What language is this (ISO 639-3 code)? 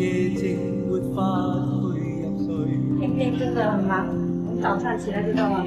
zho